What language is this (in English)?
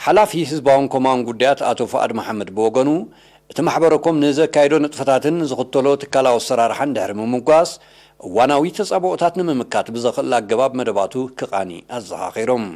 Tigrinya